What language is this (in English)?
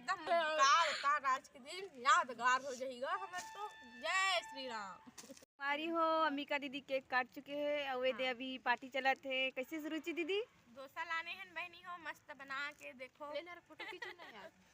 Chhattisgarhi